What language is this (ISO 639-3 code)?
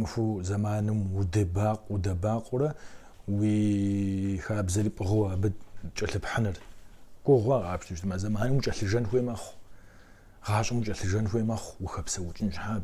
kbd